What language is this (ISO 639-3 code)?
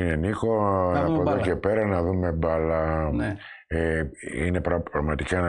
ell